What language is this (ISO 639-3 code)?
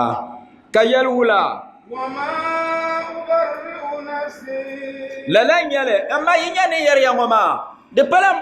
dag